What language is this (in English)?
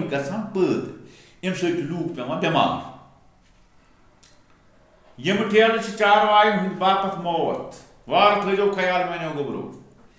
Kashmiri